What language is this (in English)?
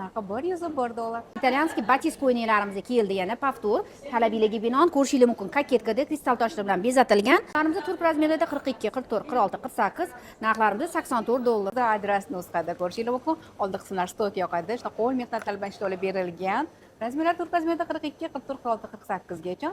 Uzbek